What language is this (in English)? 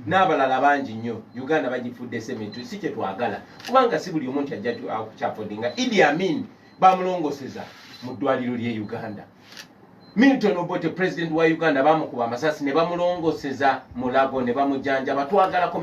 Ganda